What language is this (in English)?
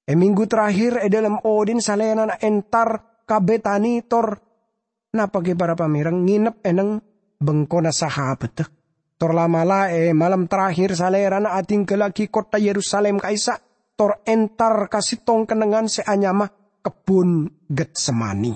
Madurese